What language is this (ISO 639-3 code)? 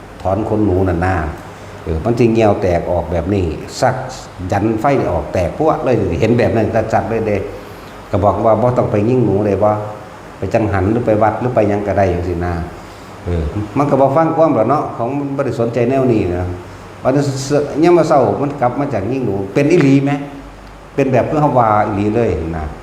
tts